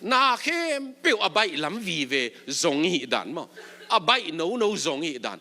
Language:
Tedim Chin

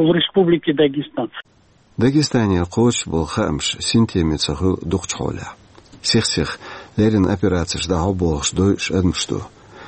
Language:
Chechen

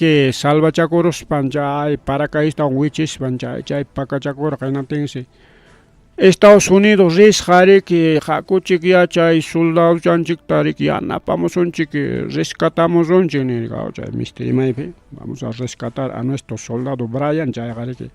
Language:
Ayacucho Quechua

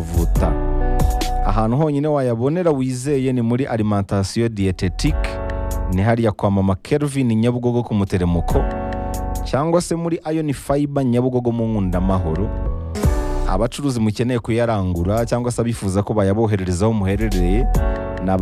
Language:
Kinyarwanda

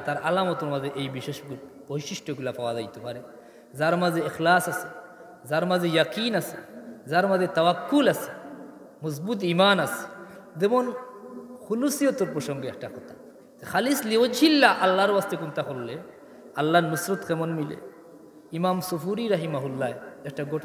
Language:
Sylheti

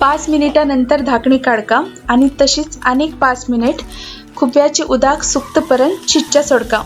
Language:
Konkani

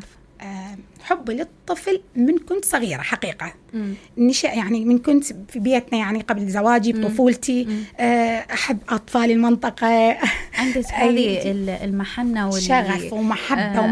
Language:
Mesopotamian Arabic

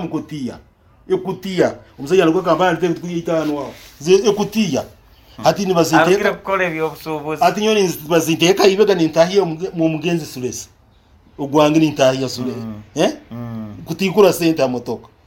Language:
Nyoro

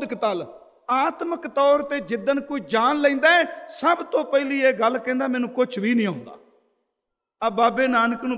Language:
Punjabi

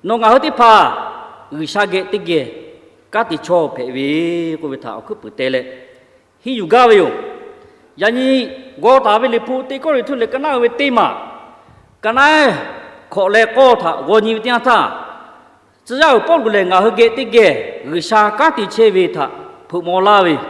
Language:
Lahu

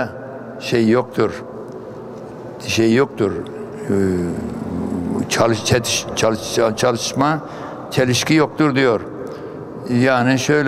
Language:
Turkish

